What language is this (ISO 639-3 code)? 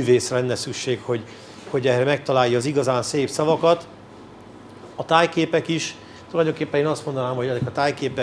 hun